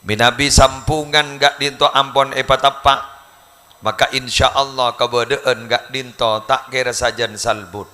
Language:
Madurese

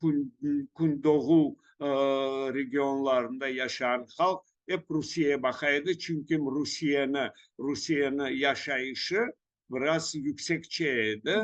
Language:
Crimean Tatar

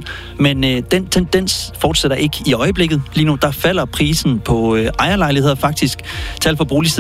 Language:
Danish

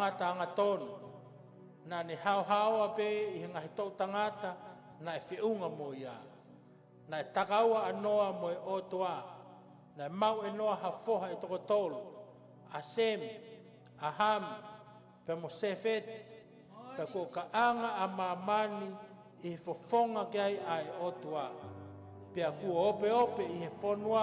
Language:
Tongan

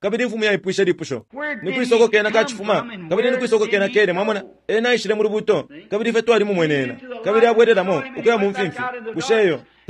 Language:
Bemba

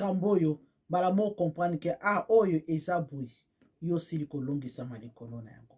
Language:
Lingala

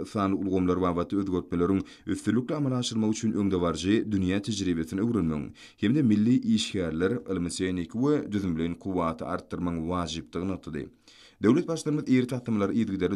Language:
Turkmen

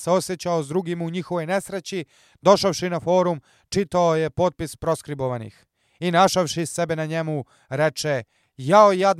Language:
Serbian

